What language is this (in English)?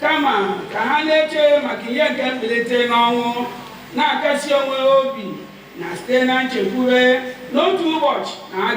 Igbo